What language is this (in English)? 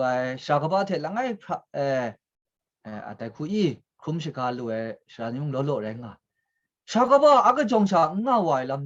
Kachin